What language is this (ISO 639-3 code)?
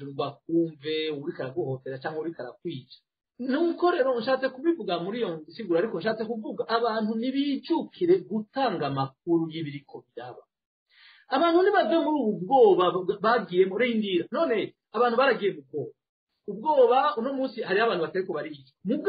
run